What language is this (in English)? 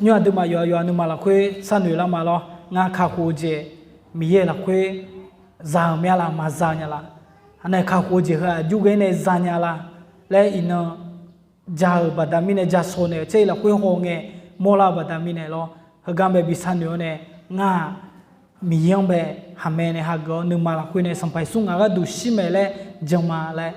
Akha